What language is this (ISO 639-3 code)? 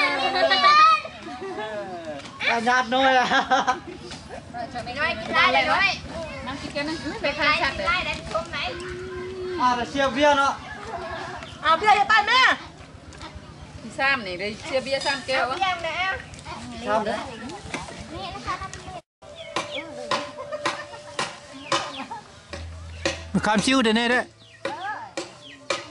tha